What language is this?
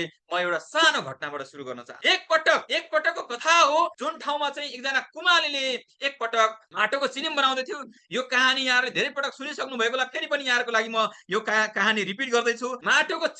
Nepali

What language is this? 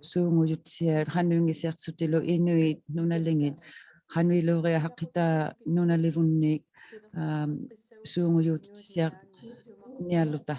Inuktitut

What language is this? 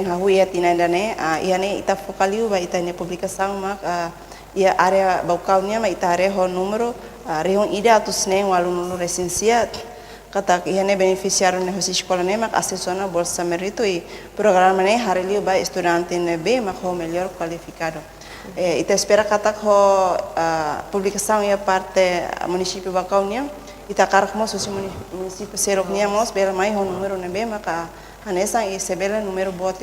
Tetum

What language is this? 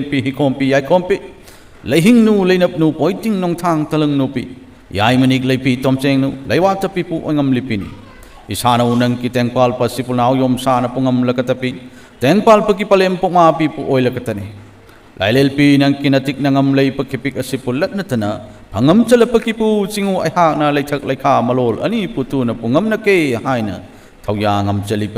Manipuri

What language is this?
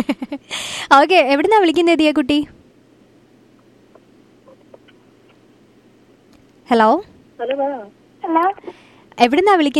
Malayalam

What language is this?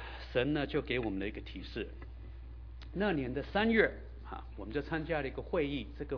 Chinese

